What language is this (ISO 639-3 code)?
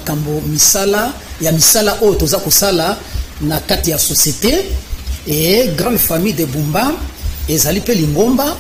lin